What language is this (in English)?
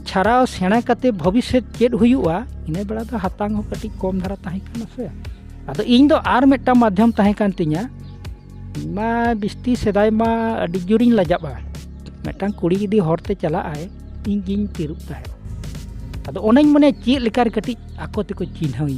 Santali